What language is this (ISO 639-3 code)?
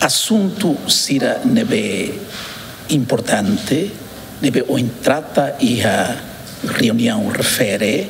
tet